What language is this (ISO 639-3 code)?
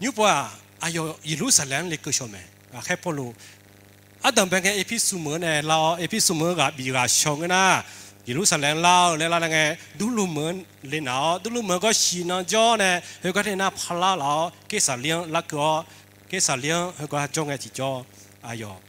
ahk